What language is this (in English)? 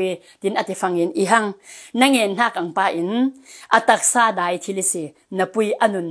Falam Chin